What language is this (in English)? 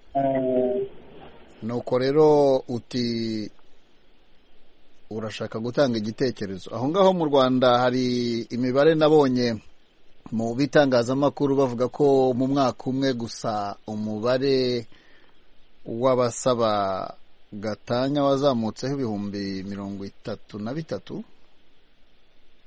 Kinyarwanda